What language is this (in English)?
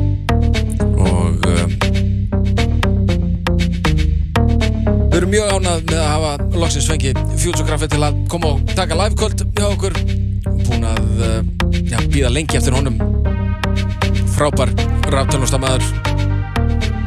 Icelandic